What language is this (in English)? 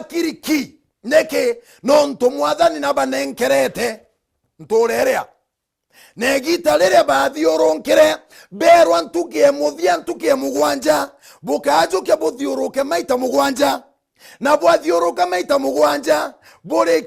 Meru